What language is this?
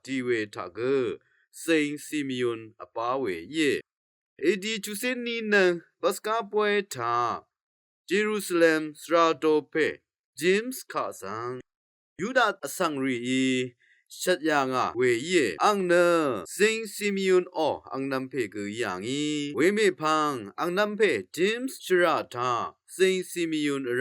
Rawang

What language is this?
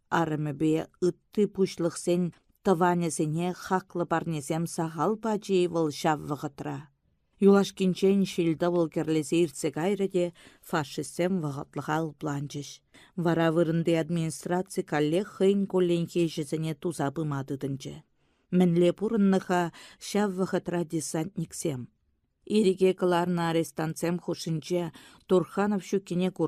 Chuvash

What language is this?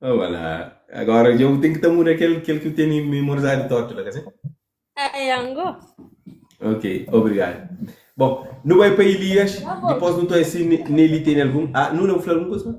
Kabuverdianu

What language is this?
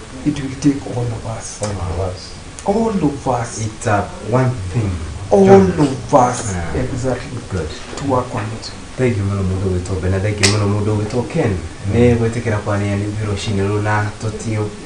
Kikuyu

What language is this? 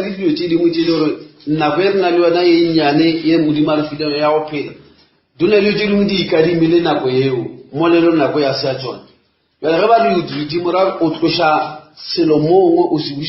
Northern Sotho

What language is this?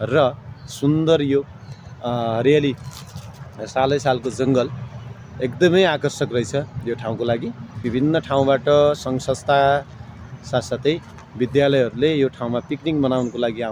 Nepali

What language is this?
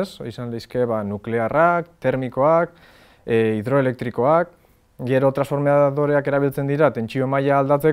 Basque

